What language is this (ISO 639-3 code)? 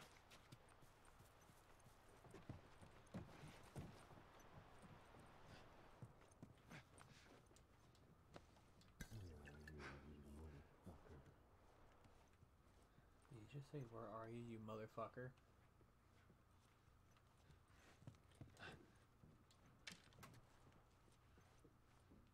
eng